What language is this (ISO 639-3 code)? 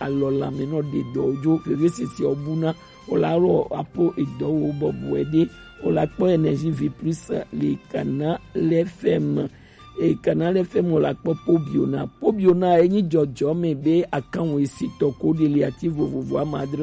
gej